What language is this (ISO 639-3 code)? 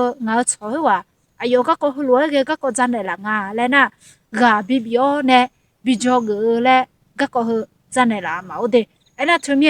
ahk